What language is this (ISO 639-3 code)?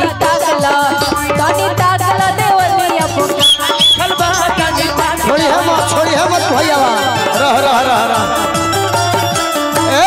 bho